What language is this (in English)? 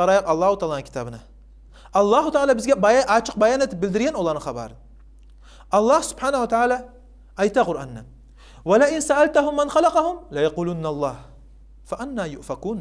Kumyk